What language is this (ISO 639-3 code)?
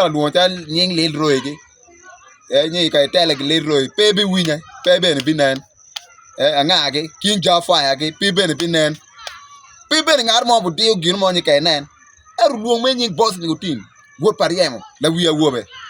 ach